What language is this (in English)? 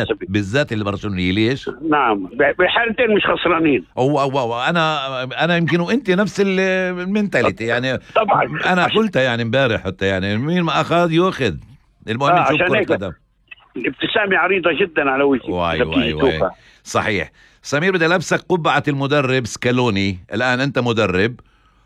North Levantine Arabic